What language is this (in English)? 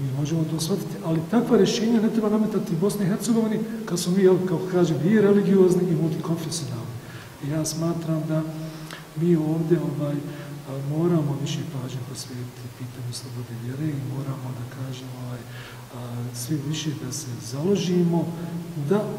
Bosnian